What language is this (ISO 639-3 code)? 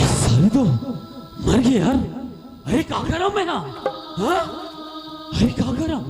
hne